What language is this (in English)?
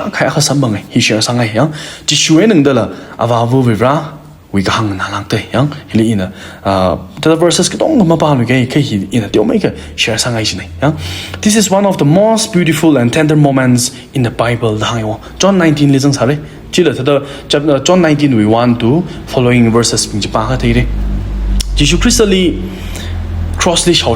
Tangkhul Naga (India)